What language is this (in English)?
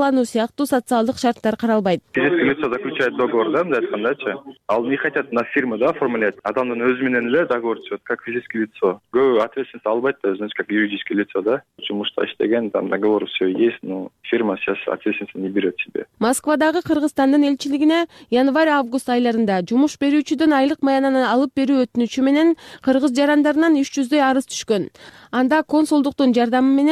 Kyrgyz